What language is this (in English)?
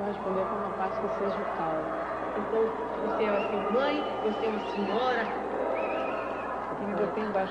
Portuguese